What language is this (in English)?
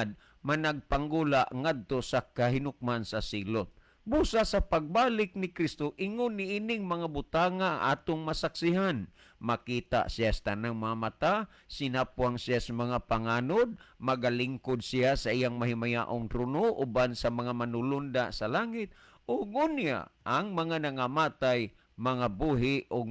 Cebuano